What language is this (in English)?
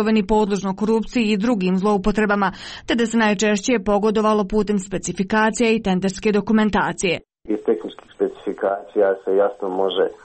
Croatian